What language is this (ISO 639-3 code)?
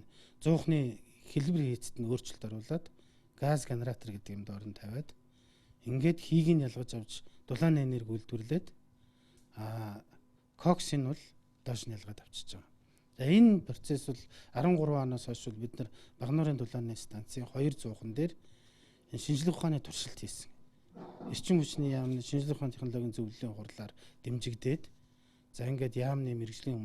mon